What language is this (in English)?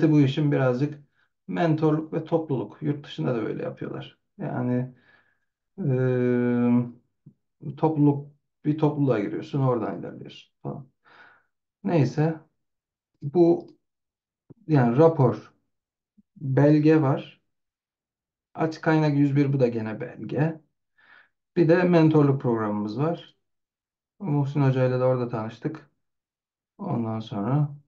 Turkish